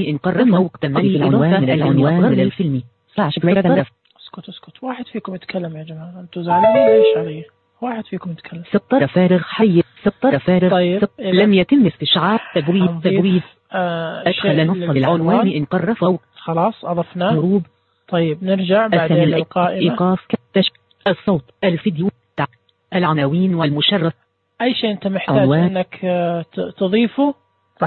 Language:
Najdi Arabic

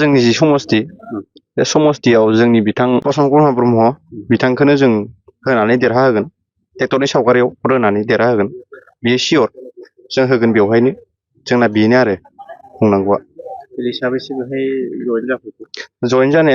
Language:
Bodo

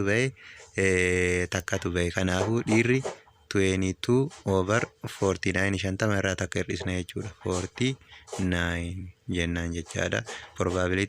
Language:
Oromo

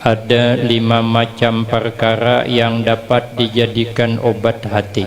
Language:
Banjar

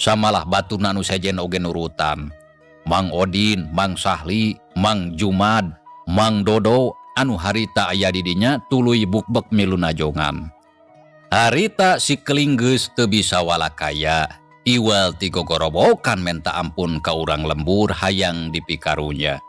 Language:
Sundanese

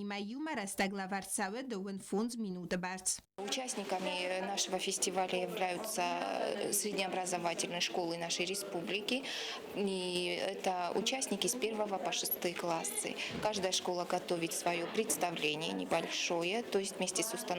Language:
Ossetic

